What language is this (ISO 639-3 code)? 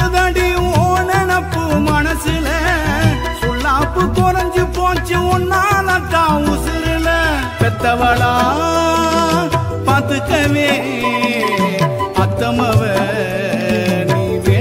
tam